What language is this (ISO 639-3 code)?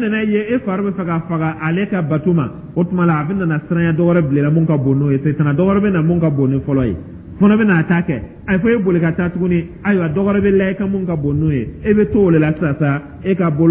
dyu